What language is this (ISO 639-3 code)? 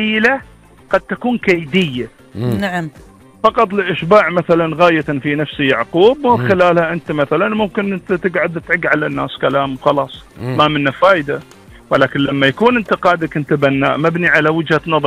afb